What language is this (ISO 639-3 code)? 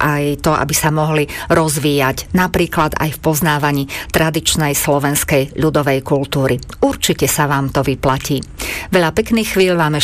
slk